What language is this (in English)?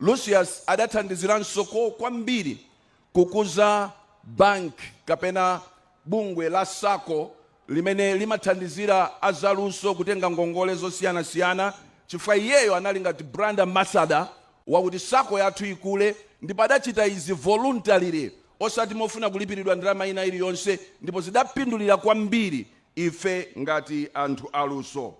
Nyanja